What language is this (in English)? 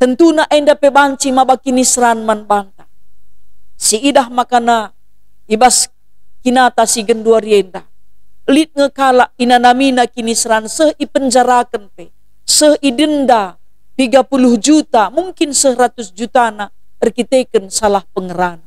Batak Karo